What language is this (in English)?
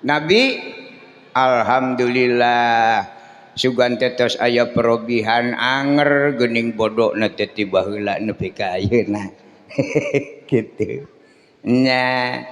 Sundanese